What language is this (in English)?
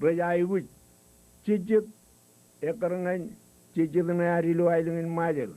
Marshallese